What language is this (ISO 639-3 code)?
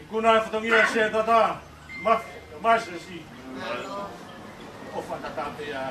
ton